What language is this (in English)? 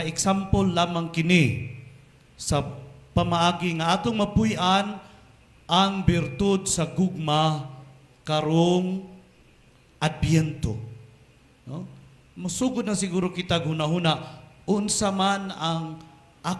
Cebuano